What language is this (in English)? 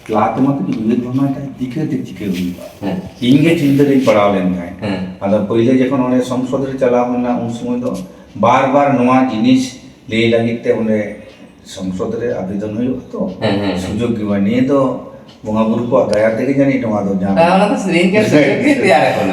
Santali